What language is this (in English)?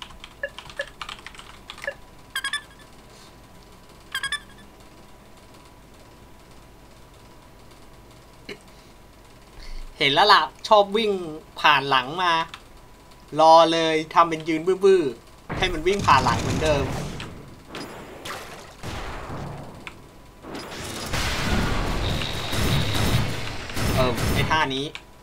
Thai